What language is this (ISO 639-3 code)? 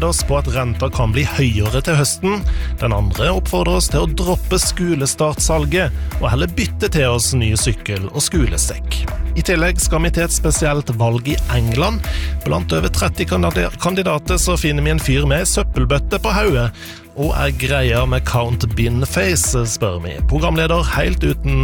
nor